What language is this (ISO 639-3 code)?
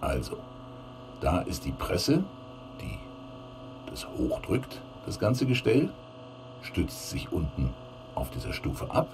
bar